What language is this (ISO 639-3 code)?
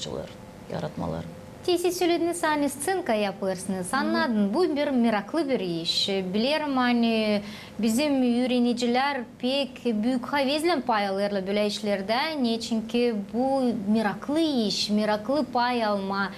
gag